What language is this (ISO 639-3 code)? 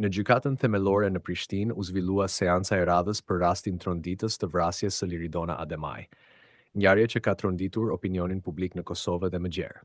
sqi